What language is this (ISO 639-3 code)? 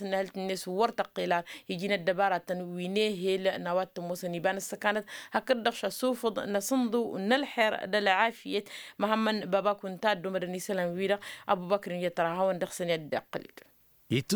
taq